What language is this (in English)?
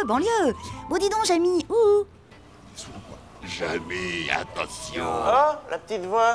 French